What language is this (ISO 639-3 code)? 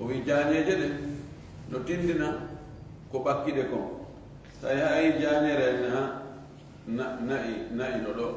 ful